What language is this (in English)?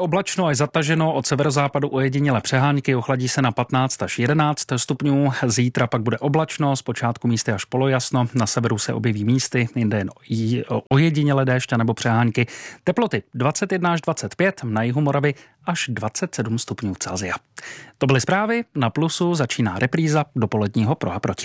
Czech